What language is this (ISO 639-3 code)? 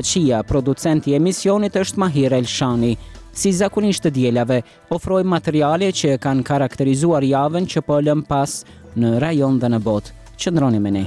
sqi